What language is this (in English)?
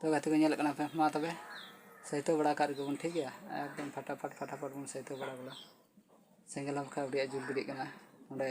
Santali